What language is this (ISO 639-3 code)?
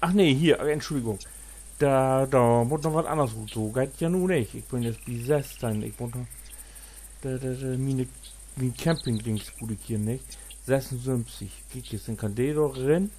nds